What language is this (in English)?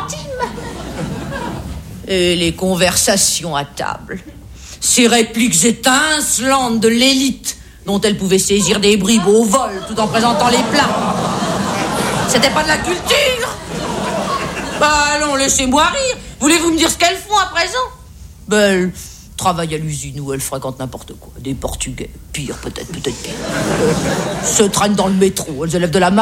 French